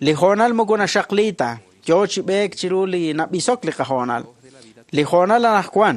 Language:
Kekchí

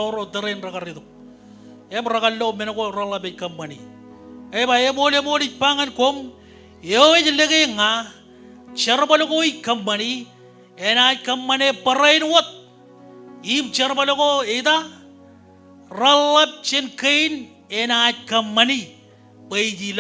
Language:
Marshallese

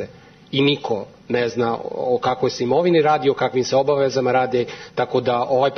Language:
Serbian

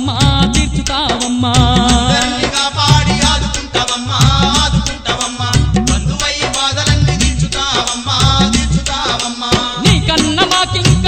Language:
Telugu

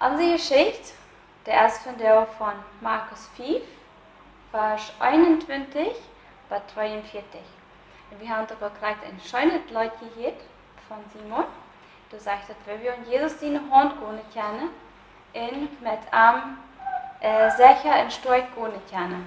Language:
Plautdietsch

